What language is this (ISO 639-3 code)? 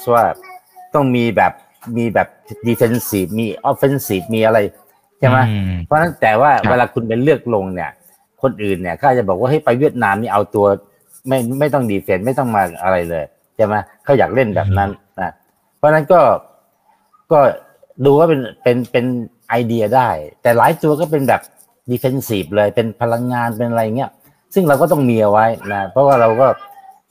tha